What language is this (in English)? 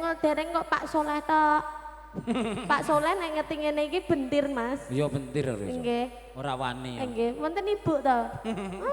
Javanese